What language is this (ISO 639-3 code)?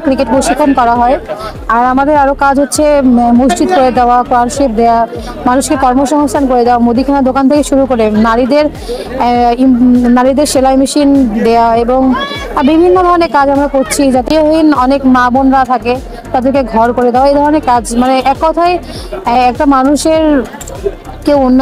ben